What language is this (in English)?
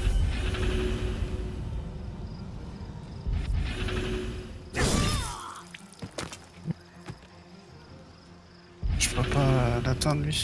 French